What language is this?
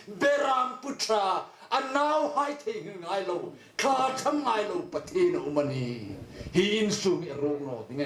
Hmar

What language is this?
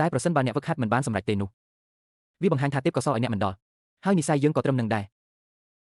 Khmer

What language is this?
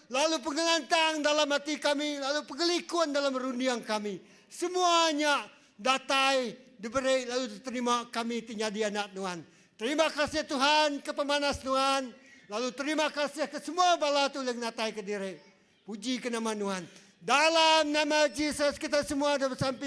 Iban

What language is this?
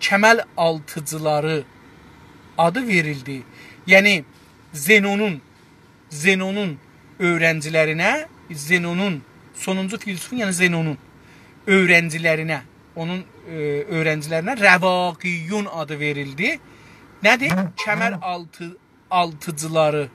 South Azerbaijani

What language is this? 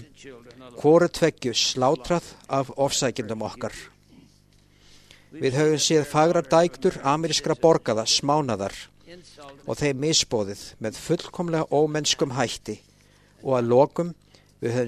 Icelandic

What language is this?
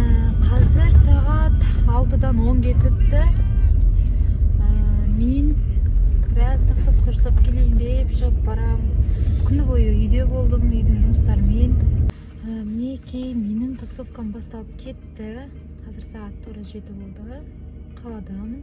Kazakh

